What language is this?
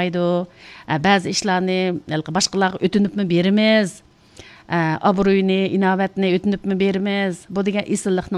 Uyghur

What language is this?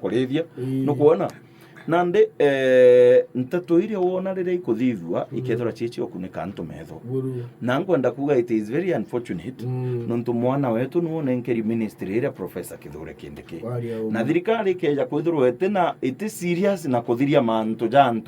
Meru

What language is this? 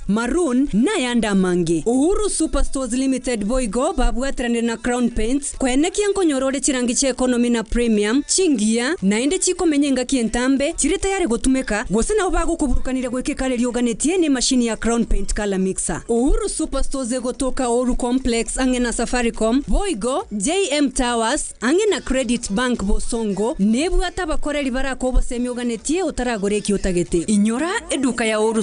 Gusii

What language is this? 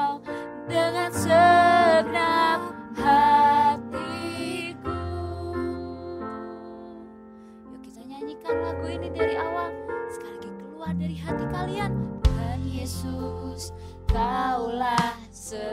Indonesian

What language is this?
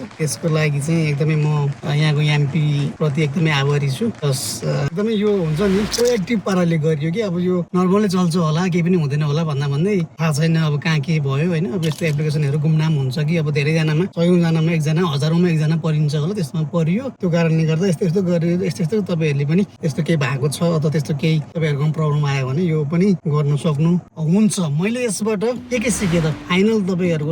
Nepali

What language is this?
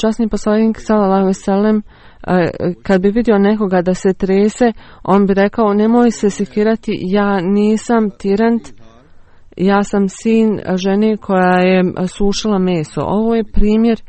Bosnian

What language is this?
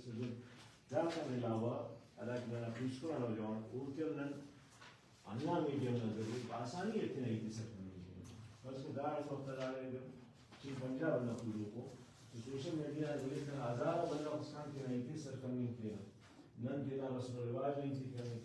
Brahui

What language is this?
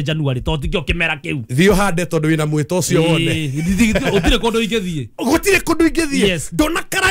Kikuyu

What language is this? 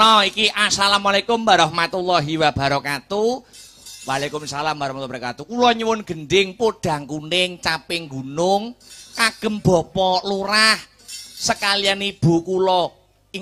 Javanese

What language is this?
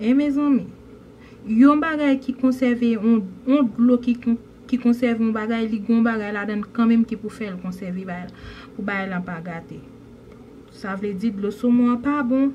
Haitian Creole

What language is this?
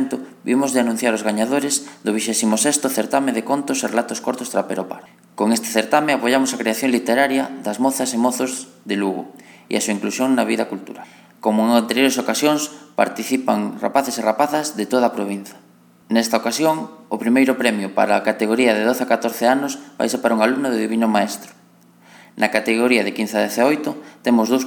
Galician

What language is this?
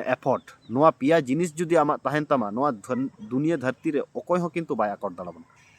Santali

